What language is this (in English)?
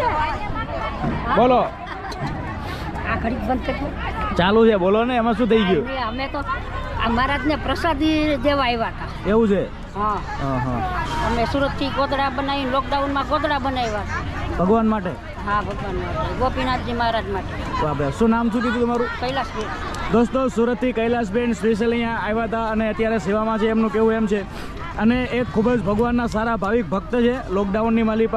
Gujarati